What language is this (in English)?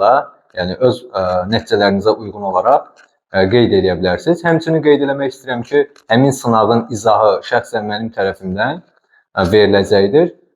Azerbaijani